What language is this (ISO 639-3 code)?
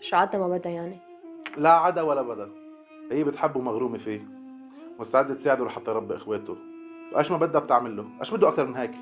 apc